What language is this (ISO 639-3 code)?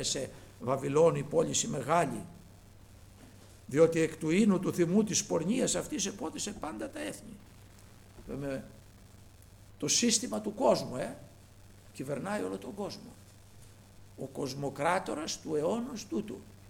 ell